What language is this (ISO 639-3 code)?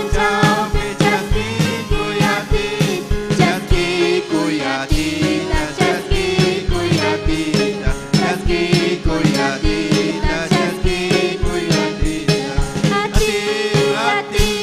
quy